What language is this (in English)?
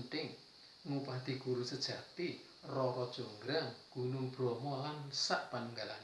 Javanese